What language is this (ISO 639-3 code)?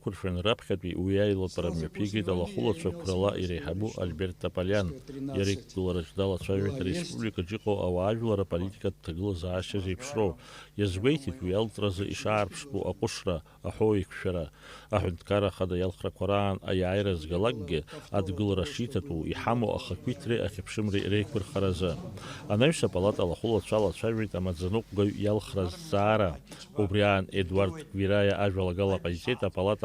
abk